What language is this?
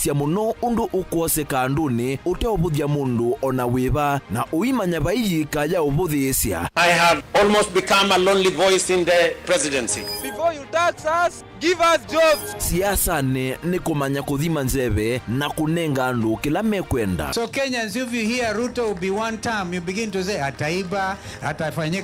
Kamba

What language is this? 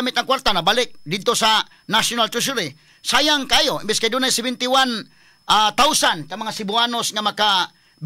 Cebuano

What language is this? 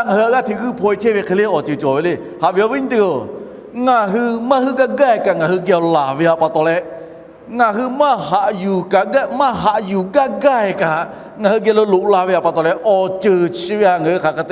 Lahu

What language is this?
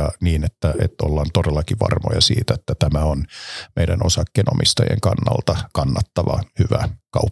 Finnish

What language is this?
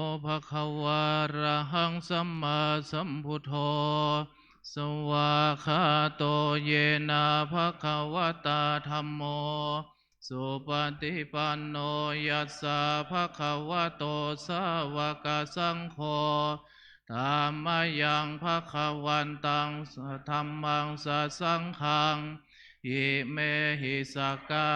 Pali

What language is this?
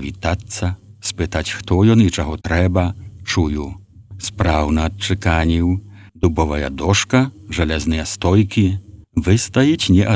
Belarusian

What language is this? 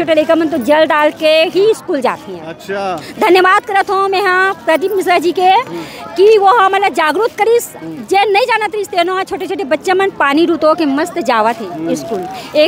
Chhattisgarhi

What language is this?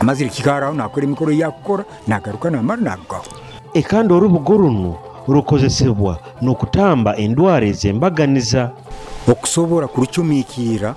Nyoro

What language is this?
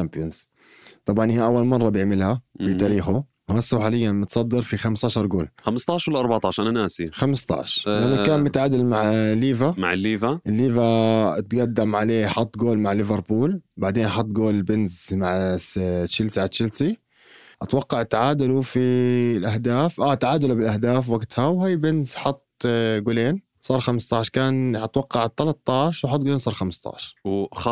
North Levantine Arabic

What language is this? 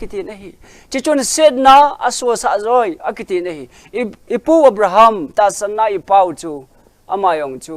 Thado Chin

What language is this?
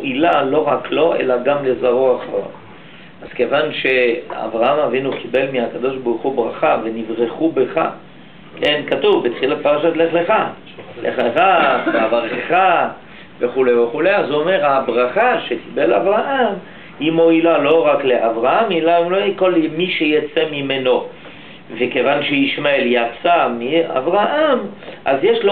Hebrew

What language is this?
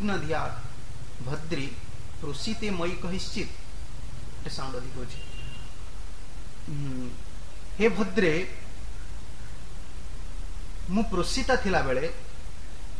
Odia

